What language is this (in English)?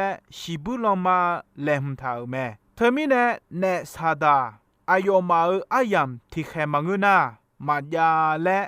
Akha